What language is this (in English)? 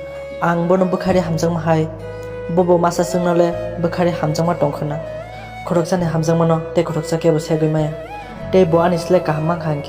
Kok Borok